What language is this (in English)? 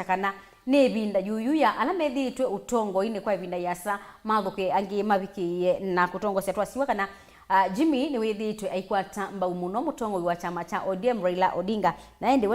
Kamba